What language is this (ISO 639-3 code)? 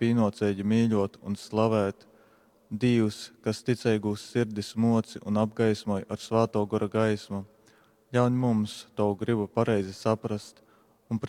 ltg